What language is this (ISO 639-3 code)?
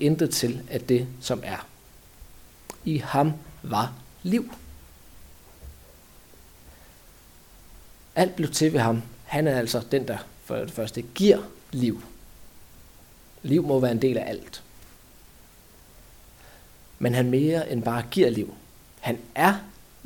dan